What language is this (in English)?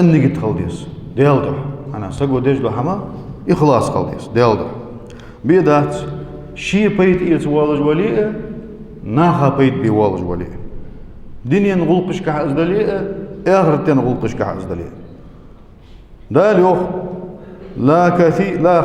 Ingush